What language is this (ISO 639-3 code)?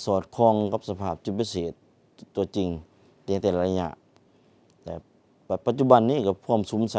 lao